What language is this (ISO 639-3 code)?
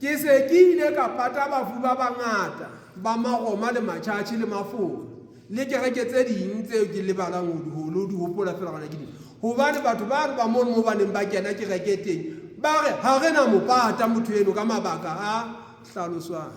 sot